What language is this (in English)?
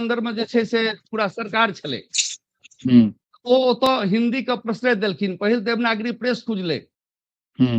Maithili